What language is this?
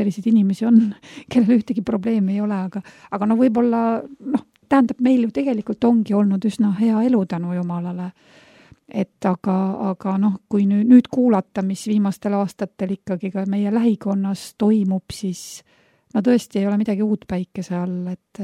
Estonian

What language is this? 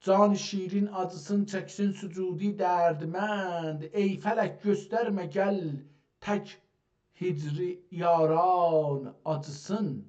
South Azerbaijani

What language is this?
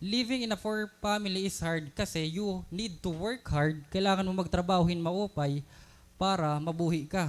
Waray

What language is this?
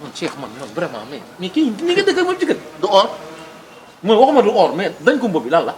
Wolof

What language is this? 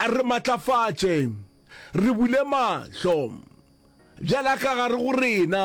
Northern Sotho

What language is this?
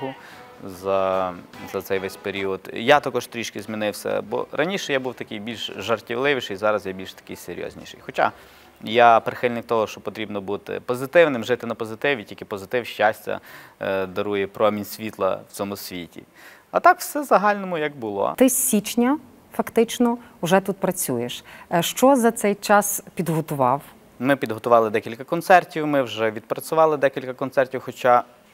Ukrainian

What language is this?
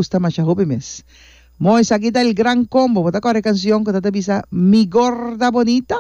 Papiamento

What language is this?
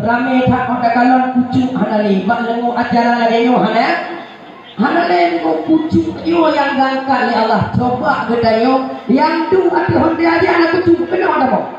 Achinese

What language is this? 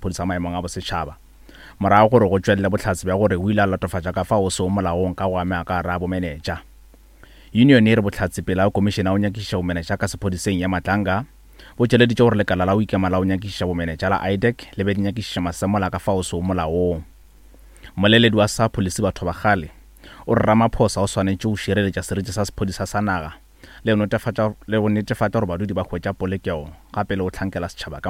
Northern Sotho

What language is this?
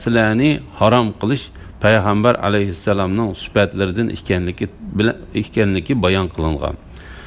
Uyghur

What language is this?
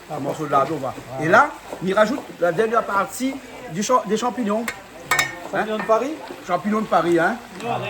Réunion Creole French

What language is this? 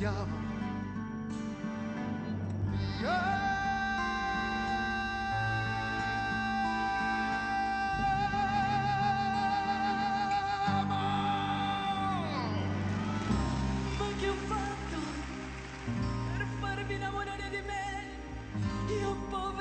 Italian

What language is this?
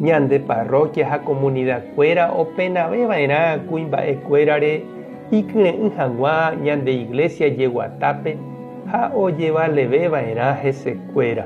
Guarani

